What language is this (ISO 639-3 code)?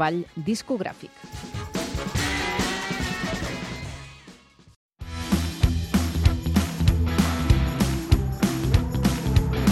cat